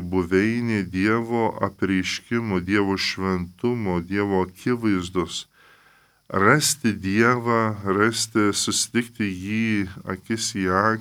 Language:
Lithuanian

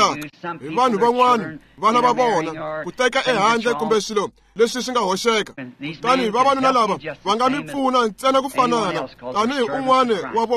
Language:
Tsonga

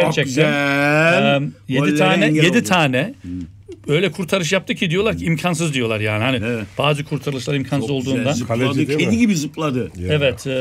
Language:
Turkish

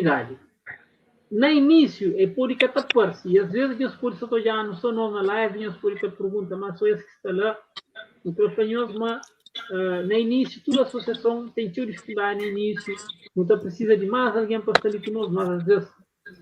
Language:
Kabuverdianu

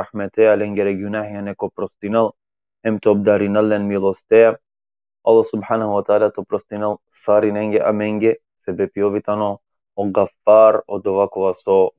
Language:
Balkan Romani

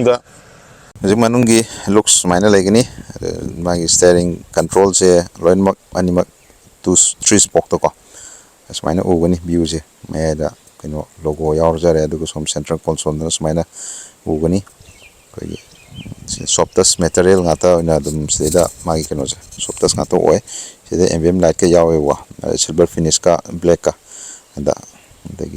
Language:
Manipuri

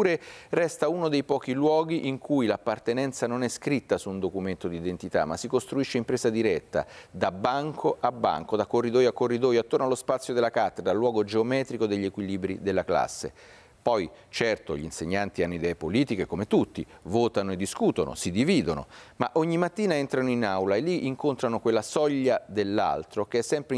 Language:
Italian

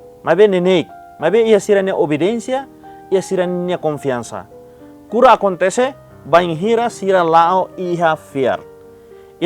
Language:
Tetum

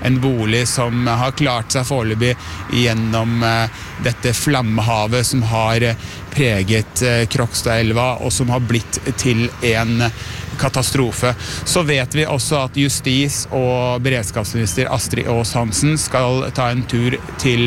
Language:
Norwegian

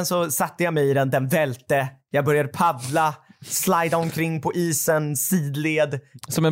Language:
Swedish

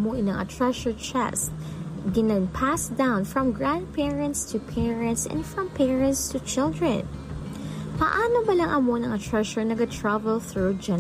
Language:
Hiligaynon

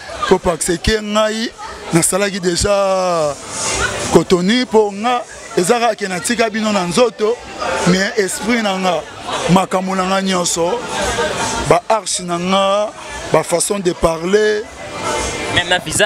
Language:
Lingala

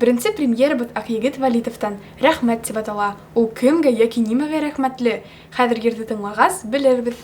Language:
Bashkir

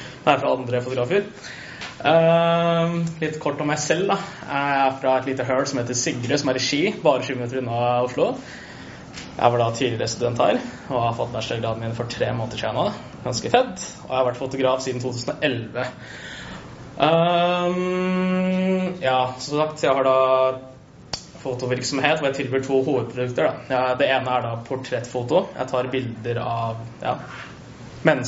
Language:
Norwegian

